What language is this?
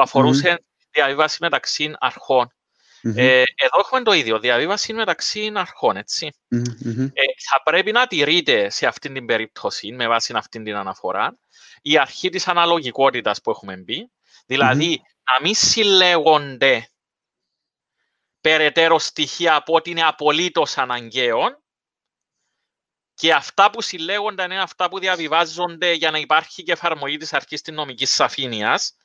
Greek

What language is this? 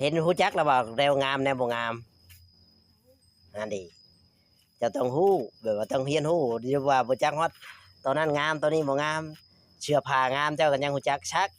Northeastern Thai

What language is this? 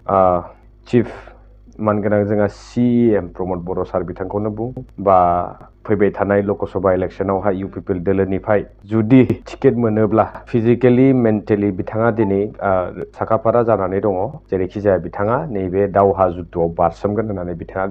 Bodo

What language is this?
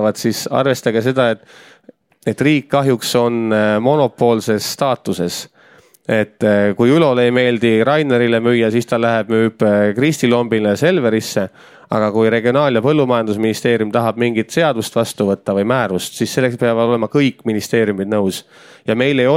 Estonian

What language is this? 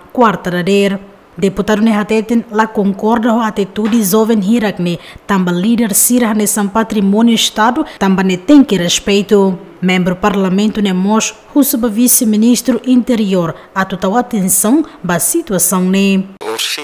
Tetum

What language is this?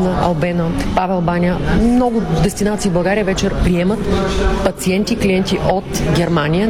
Bulgarian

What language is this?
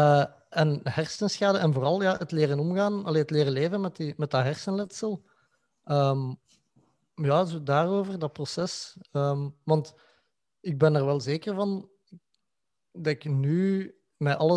Dutch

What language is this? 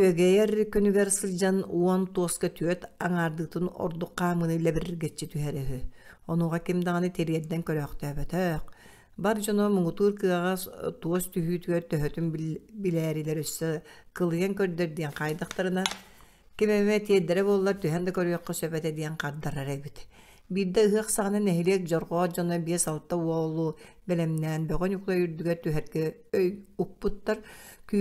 Yakut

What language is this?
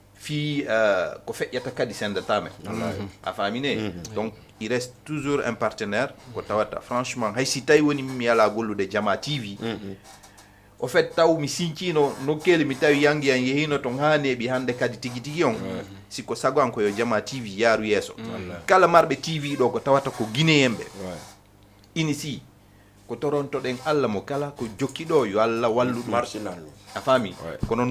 Fula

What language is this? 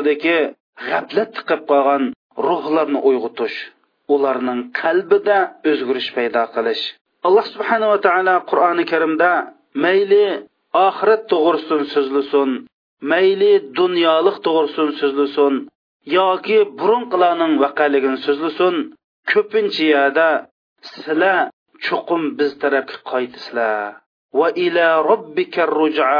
Uyghur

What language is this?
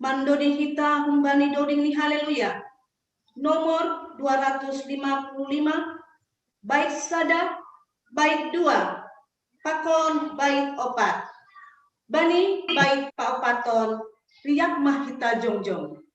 Batak Simalungun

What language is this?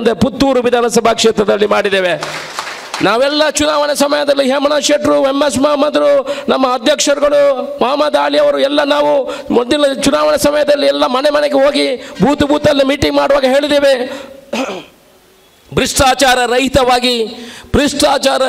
Kannada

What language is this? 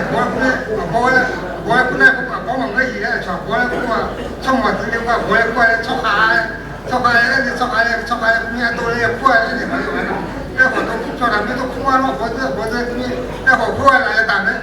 Akha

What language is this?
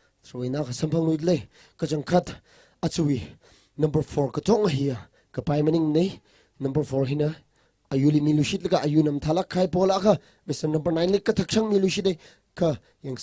Tangkhul Naga (India)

